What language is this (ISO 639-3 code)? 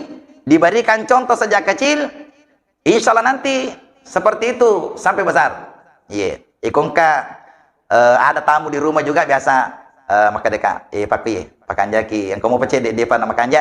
bug